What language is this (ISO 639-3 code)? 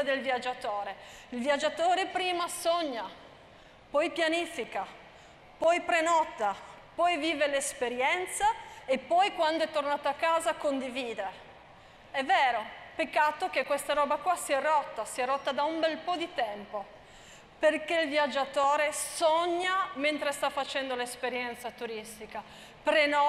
ita